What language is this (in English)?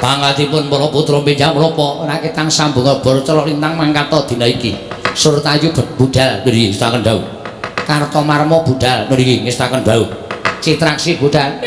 Javanese